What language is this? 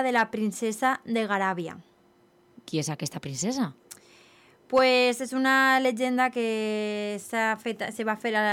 Catalan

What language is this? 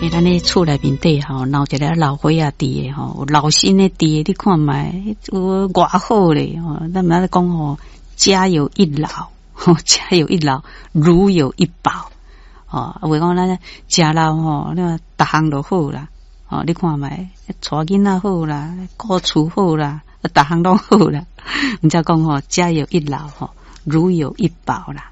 Min Nan Chinese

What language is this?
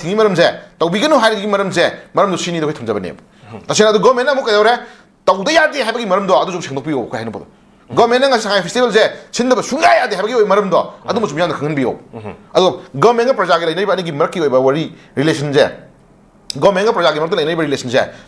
Manipuri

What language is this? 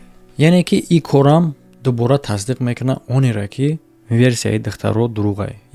Tajik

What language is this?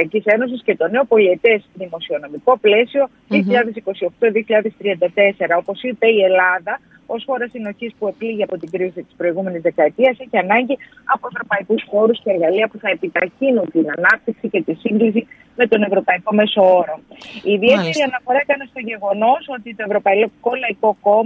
Greek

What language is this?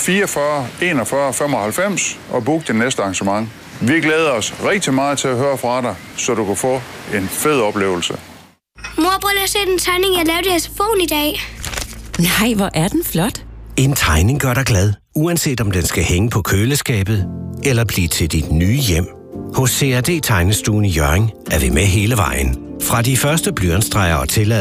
Danish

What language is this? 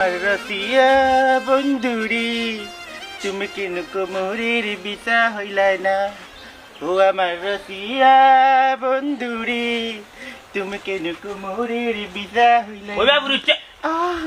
Sylheti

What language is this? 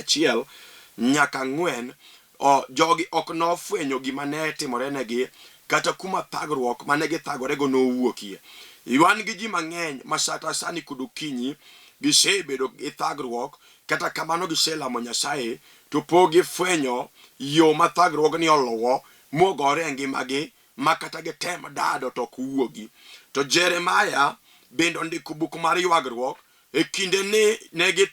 Luo (Kenya and Tanzania)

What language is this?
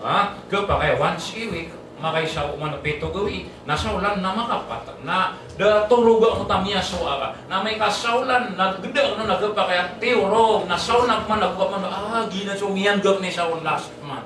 Maranao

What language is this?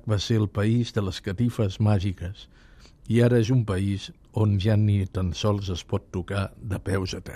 Catalan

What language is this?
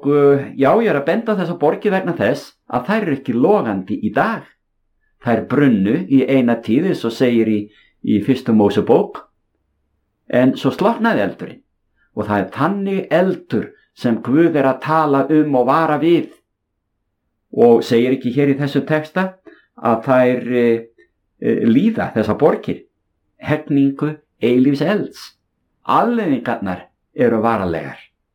Icelandic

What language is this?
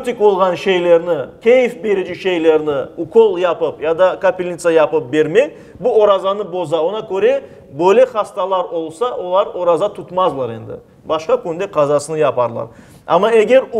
Crimean Tatar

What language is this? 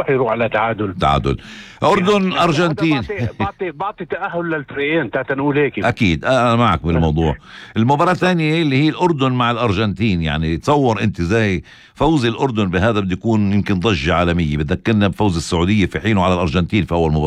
North Levantine Arabic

